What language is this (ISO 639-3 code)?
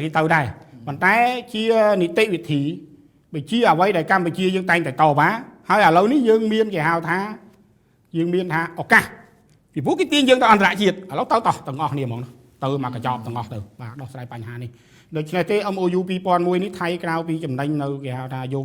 khm